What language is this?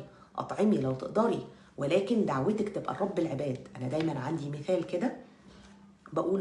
Egyptian Arabic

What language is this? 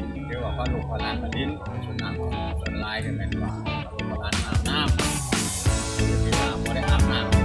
Lao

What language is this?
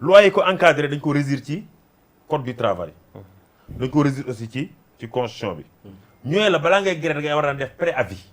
Wolof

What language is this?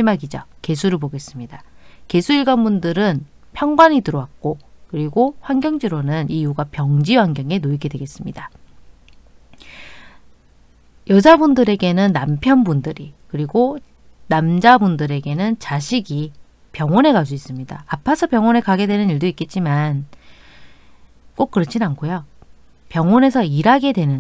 Korean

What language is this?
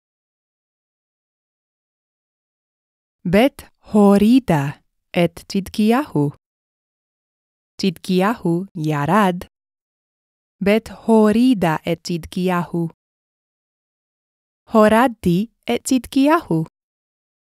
Hebrew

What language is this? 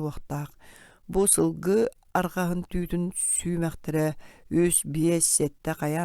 Yakut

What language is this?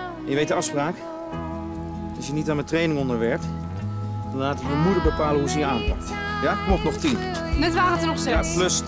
Dutch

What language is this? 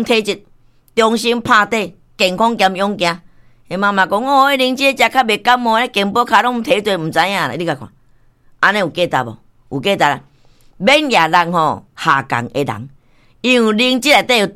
Min Nan Chinese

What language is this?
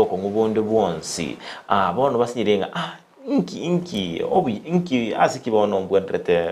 Gusii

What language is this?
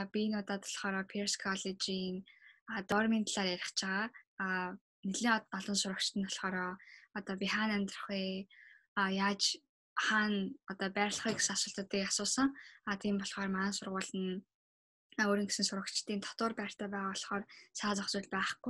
Mongolian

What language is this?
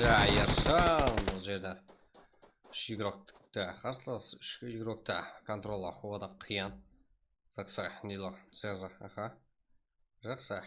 Kara-Kalpak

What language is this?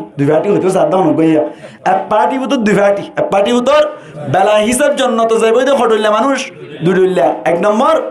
Rohingya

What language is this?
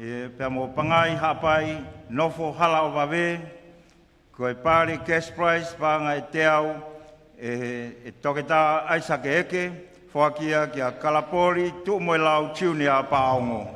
Tongan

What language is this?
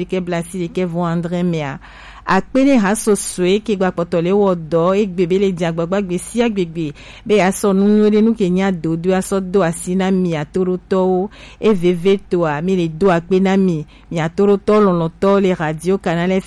Gen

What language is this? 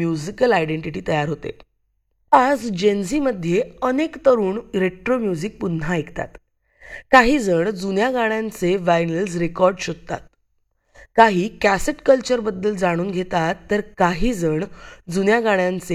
Marathi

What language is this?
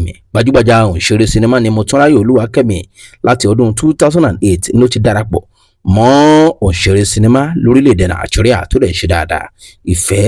Yoruba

